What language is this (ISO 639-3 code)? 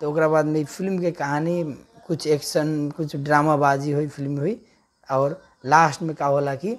bho